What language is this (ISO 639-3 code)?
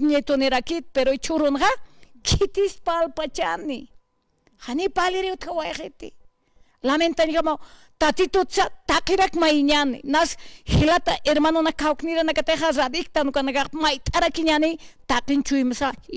aym